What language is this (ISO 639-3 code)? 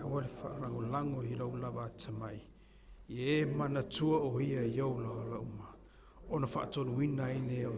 smo